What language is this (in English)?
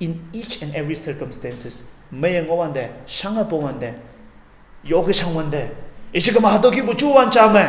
Konyak Naga